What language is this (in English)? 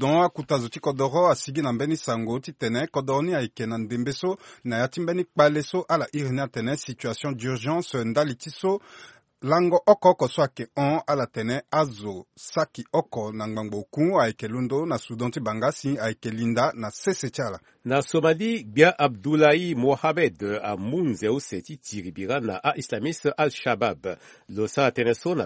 Sango